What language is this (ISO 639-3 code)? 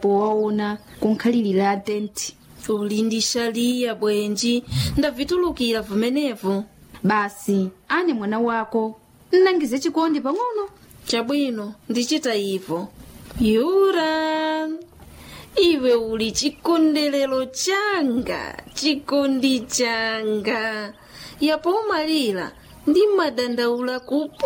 nya